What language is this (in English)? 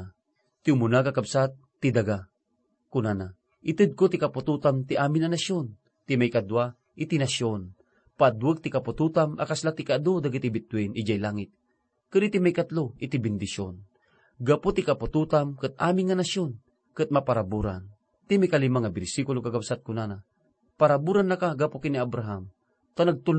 Iloko